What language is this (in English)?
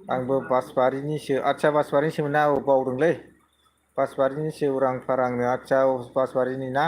Bodo